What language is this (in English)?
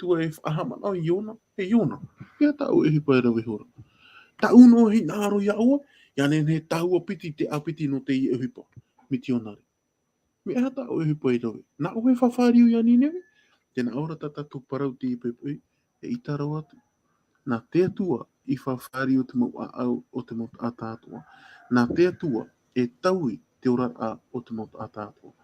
Tahitian